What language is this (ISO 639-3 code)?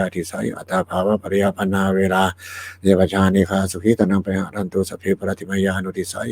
pli